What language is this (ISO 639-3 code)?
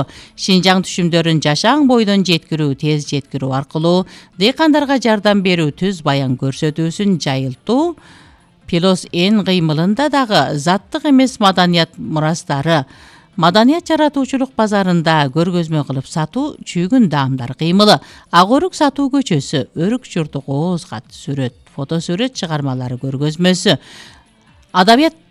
kir